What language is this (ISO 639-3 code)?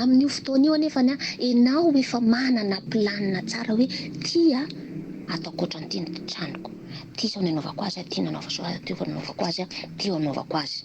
mlg